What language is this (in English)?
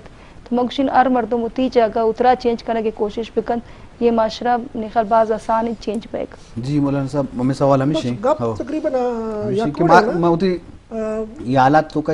Eastern Balochi